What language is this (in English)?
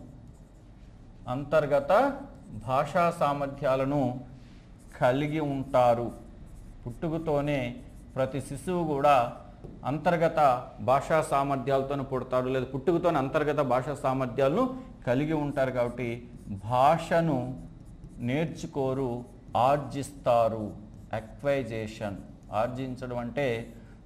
Telugu